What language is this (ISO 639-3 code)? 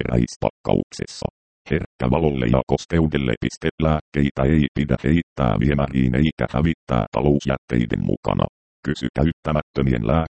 fin